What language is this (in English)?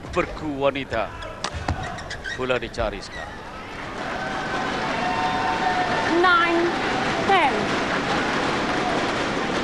Malay